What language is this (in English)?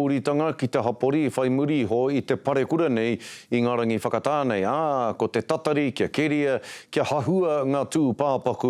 Māori